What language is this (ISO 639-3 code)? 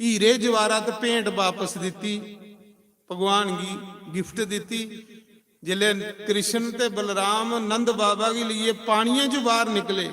doi